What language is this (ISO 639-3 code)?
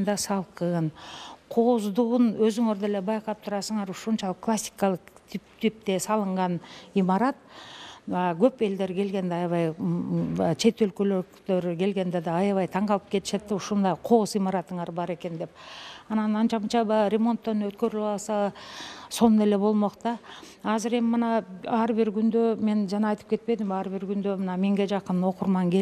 kir